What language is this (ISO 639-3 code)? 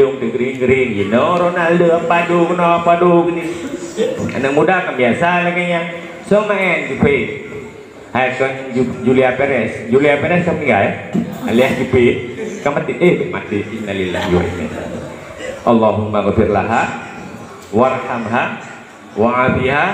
ace